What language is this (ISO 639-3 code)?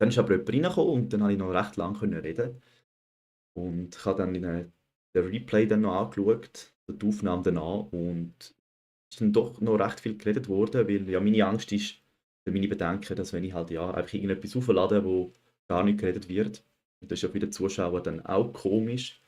gsw